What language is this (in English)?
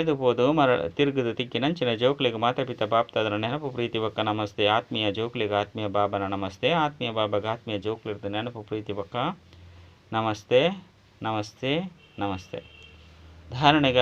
Tulu